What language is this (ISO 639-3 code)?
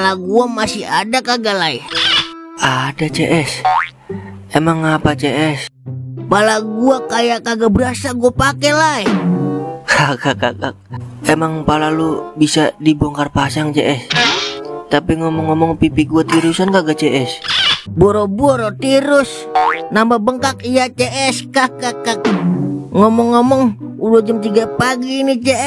bew